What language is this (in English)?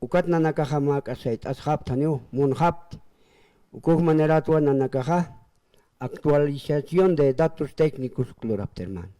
Aymara